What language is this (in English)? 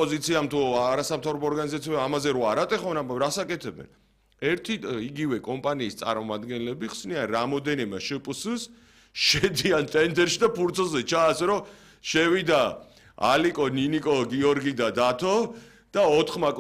Georgian